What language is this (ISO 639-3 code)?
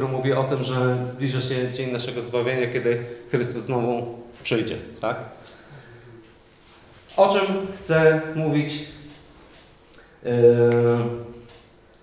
pol